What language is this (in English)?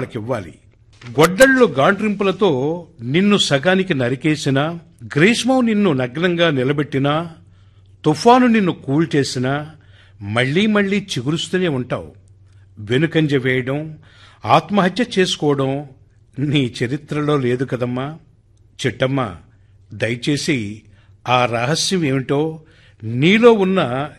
Telugu